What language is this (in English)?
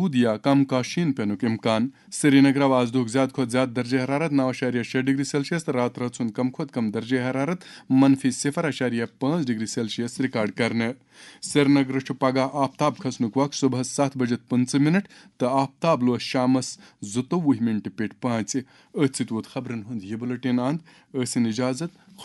Kashmiri